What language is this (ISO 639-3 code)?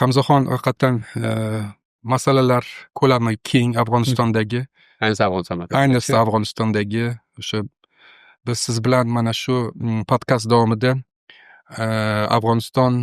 uzb